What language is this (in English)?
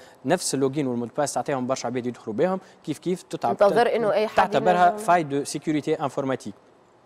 Tunisian Arabic